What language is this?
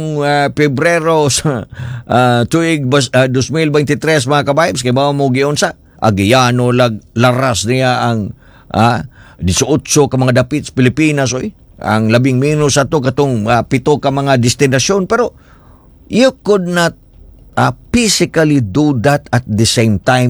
Cebuano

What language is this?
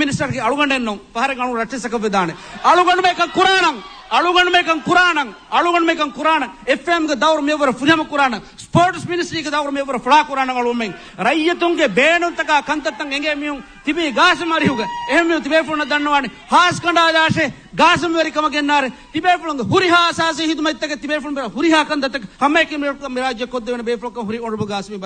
Divehi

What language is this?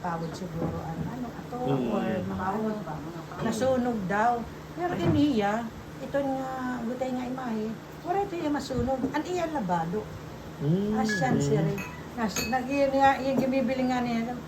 Waray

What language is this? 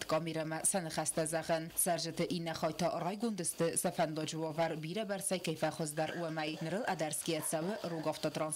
Ossetic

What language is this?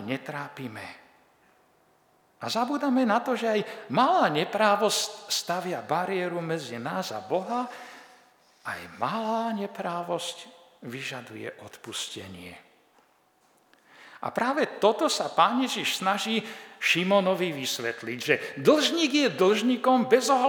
Slovak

